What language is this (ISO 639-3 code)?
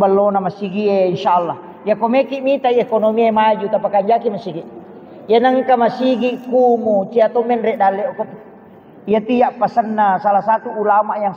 bug